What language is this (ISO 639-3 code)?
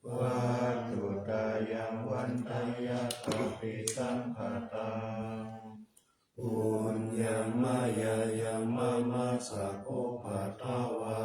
pli